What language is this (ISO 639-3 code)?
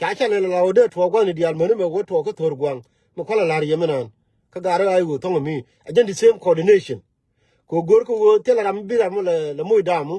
nus